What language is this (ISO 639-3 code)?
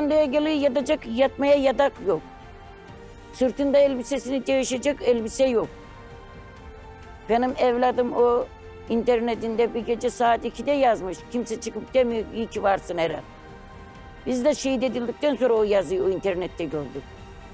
tur